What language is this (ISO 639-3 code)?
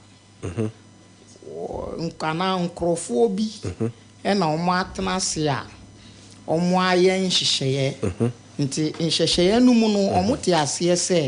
aka